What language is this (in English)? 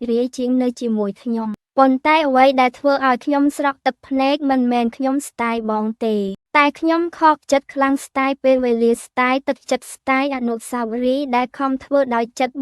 Khmer